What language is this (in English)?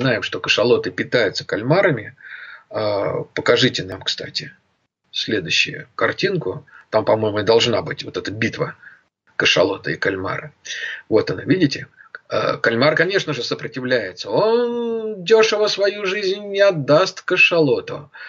Russian